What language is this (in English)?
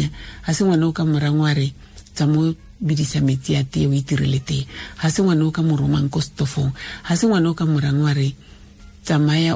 Tswana